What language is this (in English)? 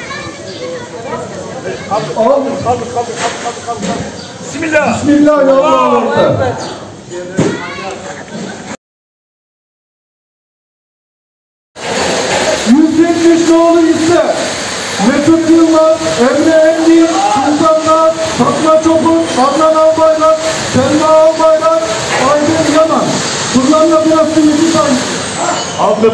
Turkish